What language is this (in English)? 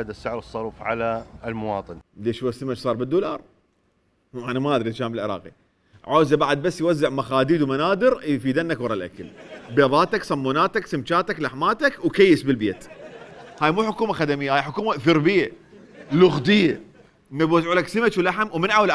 Mesopotamian Arabic